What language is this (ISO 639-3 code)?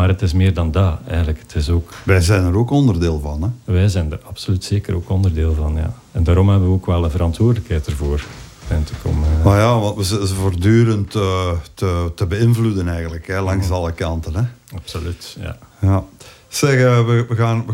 nld